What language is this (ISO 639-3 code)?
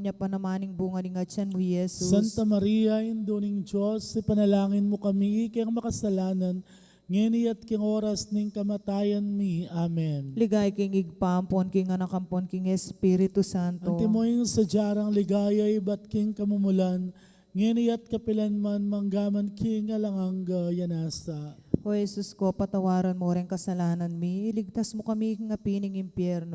pam